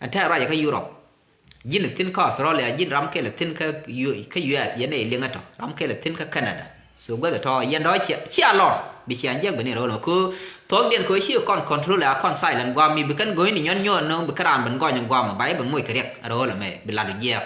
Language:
Nuer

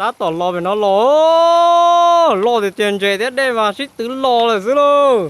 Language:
Hmong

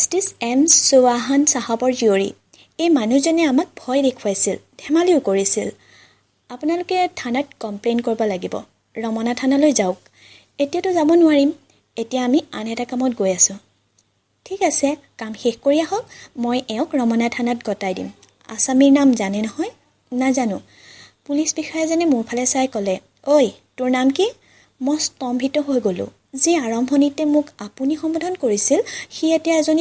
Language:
Assamese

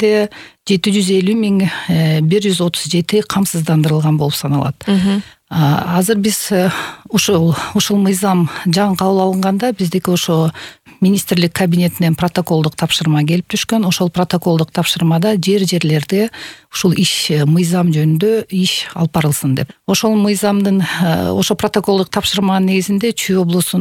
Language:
Kyrgyz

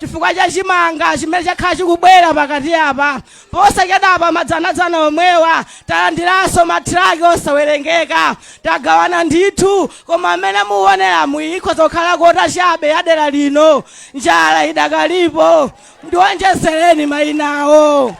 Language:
Nyanja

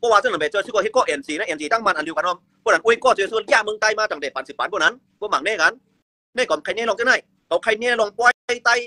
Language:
Shan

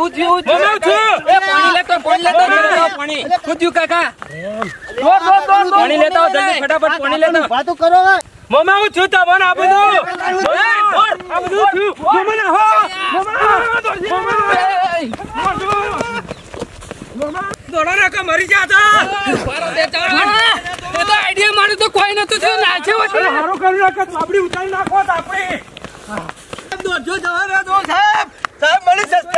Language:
Gujarati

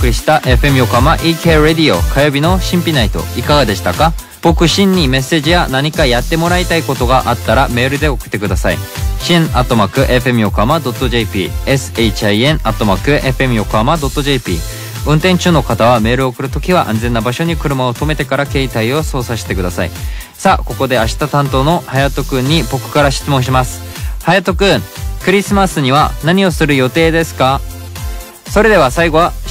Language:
Japanese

